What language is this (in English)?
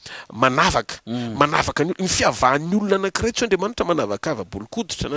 Malagasy